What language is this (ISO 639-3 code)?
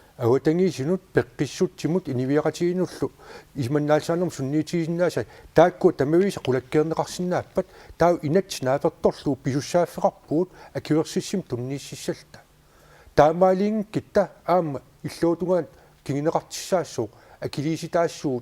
kal